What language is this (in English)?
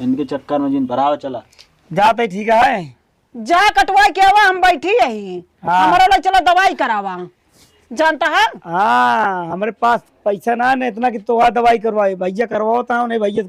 Awadhi